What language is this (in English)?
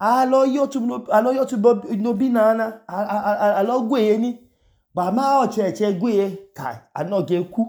Idoma